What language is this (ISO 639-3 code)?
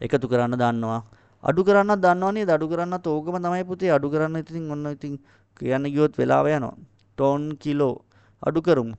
sin